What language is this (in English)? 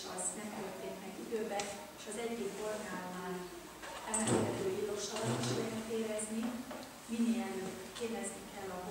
Hungarian